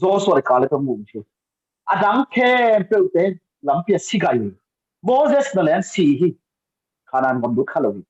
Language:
Tedim Chin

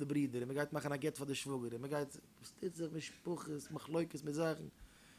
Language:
Yiddish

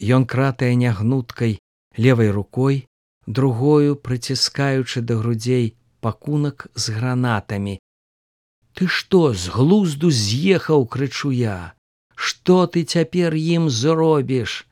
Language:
Belarusian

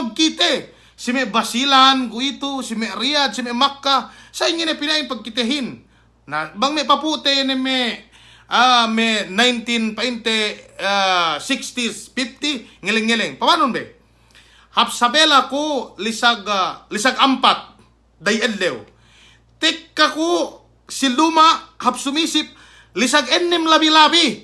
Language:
Yakan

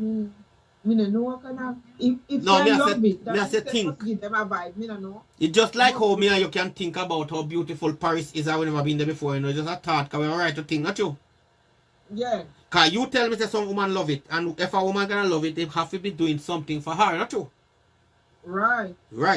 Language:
Jamaican Creole English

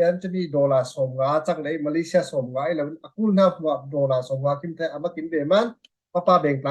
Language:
Falam Chin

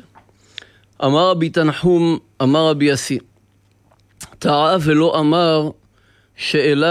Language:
Hebrew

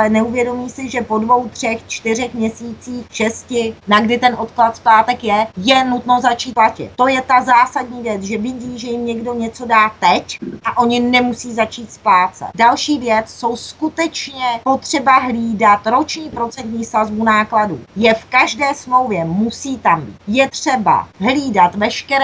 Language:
Czech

